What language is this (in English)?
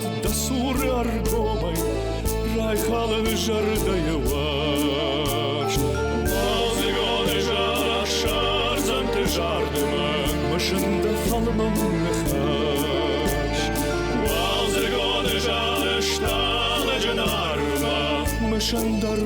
Ossetic